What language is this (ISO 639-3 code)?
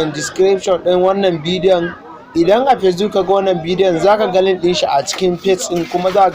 hau